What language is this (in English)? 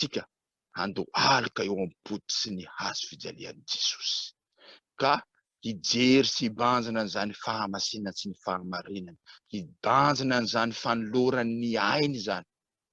Malagasy